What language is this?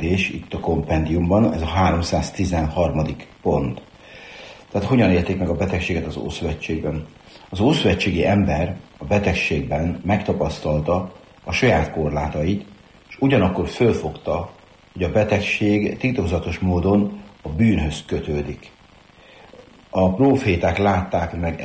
Hungarian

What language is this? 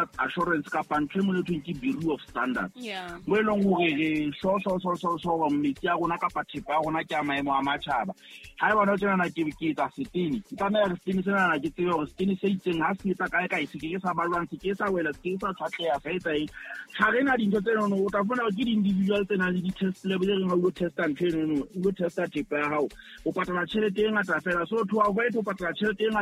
Southern Sotho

